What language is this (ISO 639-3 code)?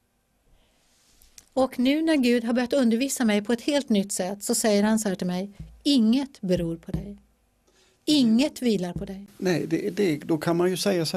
swe